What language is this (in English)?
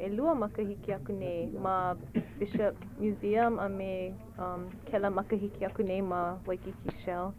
Hawaiian